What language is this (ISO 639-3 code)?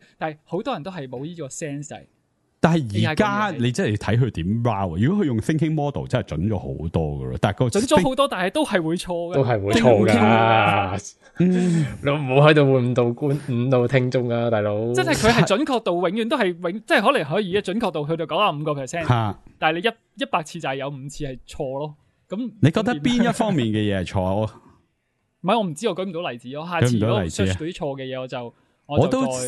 yue